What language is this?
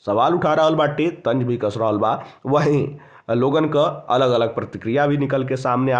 Bhojpuri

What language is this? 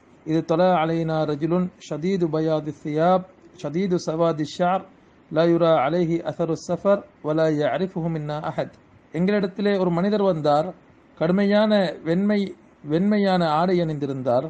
Tamil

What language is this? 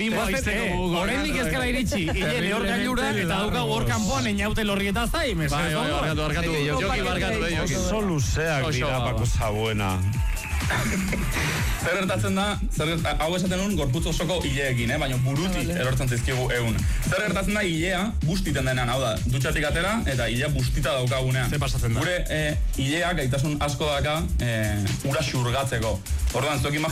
Basque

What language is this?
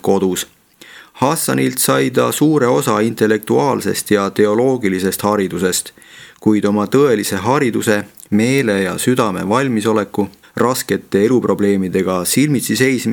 Estonian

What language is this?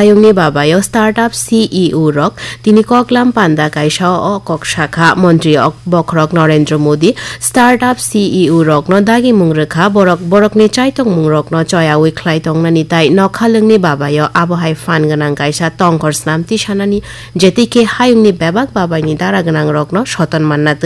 Kok Borok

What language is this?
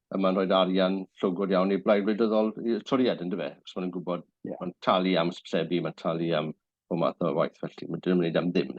Welsh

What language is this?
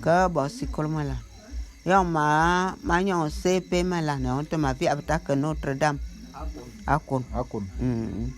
Bulu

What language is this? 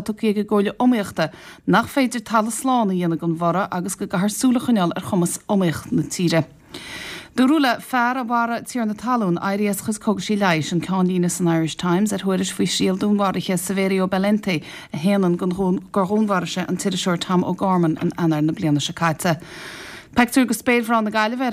Irish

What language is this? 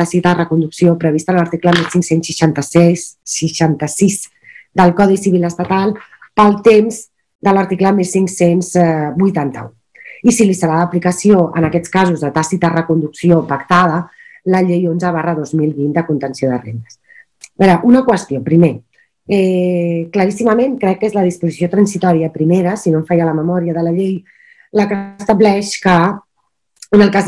Catalan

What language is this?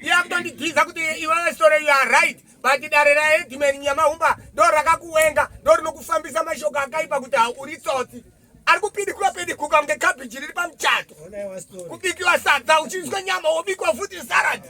Shona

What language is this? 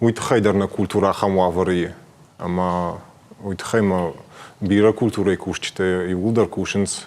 Ossetic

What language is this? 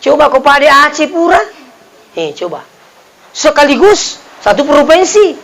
Buginese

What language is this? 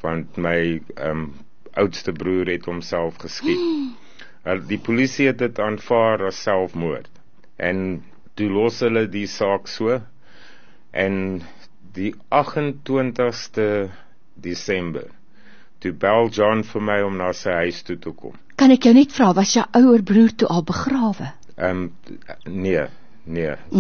Afrikaans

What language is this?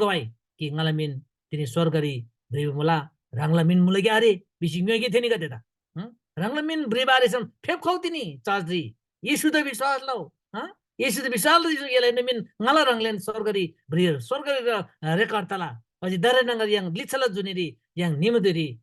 Eastern Tamang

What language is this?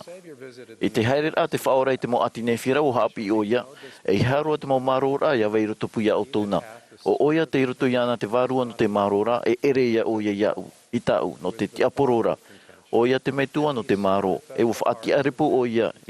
Tahitian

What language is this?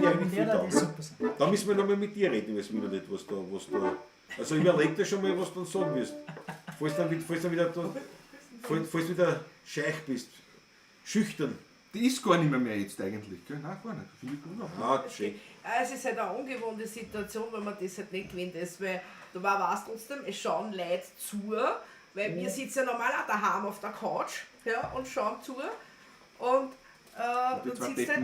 Bavarian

